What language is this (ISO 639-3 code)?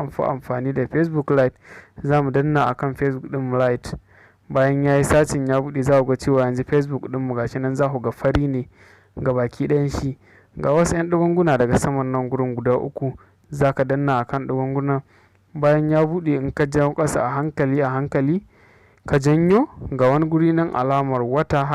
hau